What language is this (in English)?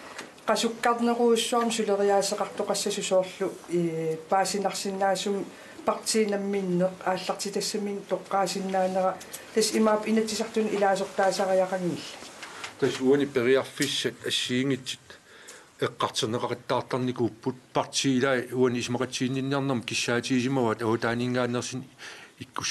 Kalaallisut